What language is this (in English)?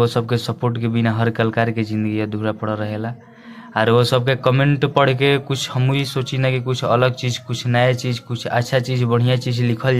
Bhojpuri